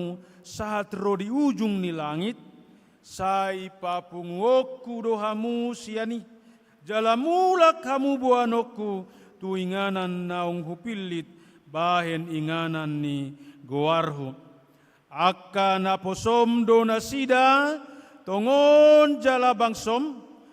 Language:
Batak Toba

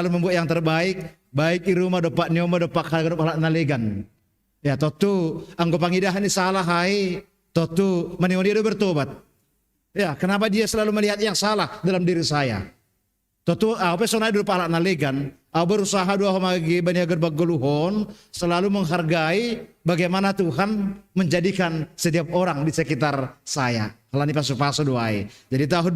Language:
Batak Simalungun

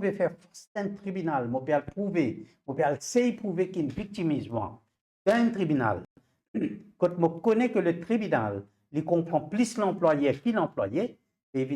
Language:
Morisyen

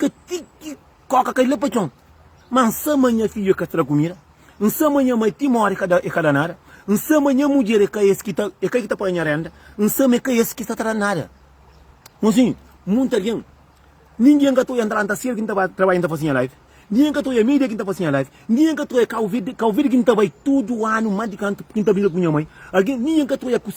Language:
Kabuverdianu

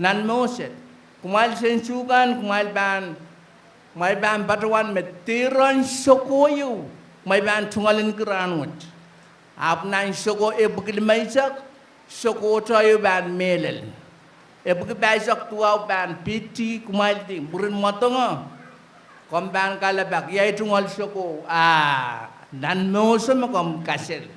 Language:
Pohnpeian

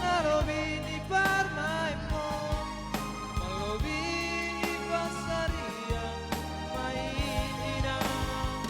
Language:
Batak Simalungun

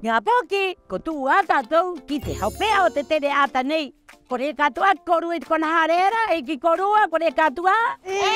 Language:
Rapanui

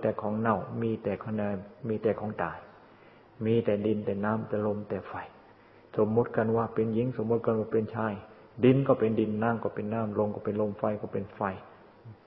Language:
Thai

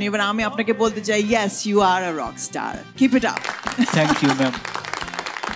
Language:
Bangla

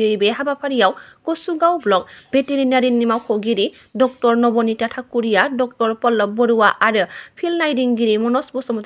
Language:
Bodo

